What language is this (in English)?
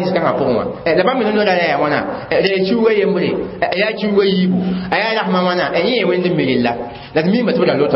Mossi